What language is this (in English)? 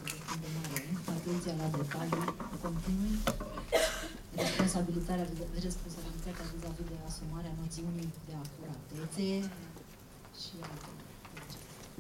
Romanian